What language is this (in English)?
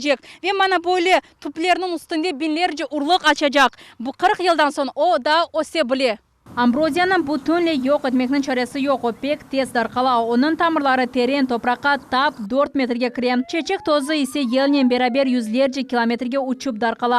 Crimean Tatar